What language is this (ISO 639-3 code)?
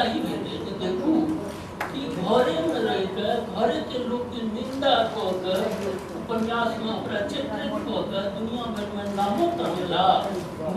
mai